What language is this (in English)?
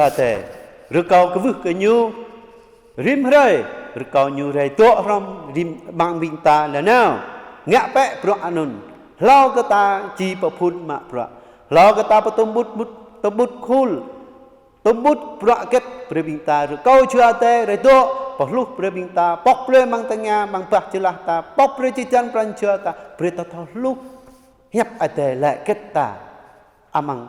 Jarai